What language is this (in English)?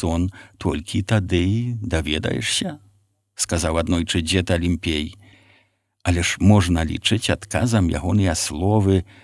Belarusian